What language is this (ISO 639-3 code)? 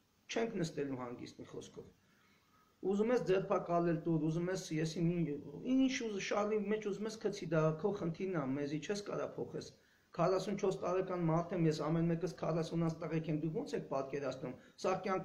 hye